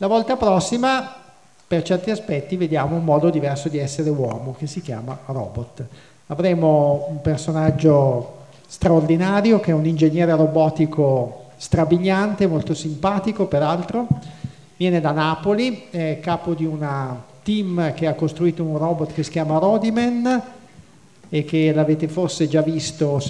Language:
Italian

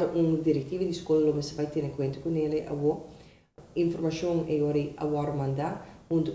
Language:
Papiamento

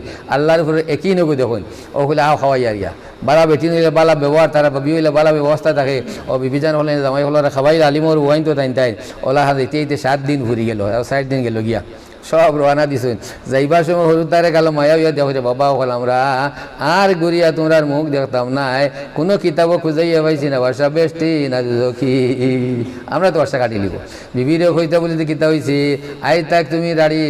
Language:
Sylheti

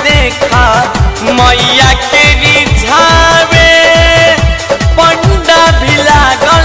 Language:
Bhojpuri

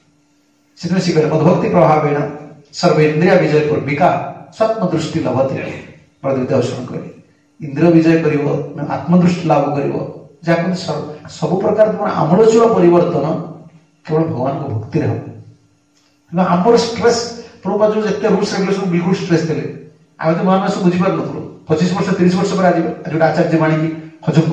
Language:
Odia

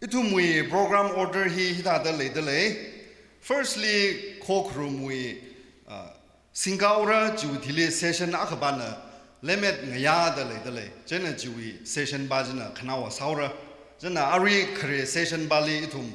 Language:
Tangkhul Naga (India)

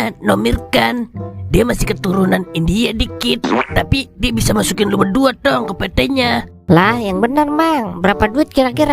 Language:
Betawi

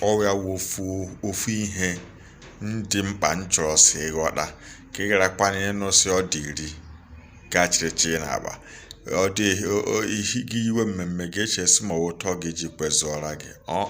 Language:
Igbo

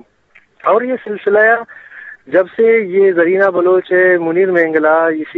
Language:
Eastern Balochi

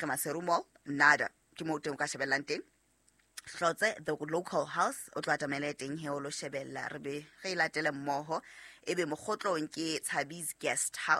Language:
Southern Sotho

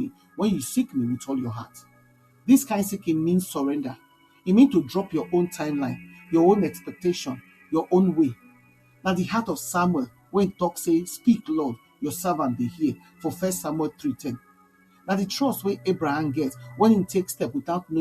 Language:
Nigerian Pidgin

